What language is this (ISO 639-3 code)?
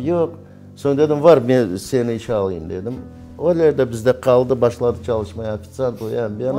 crh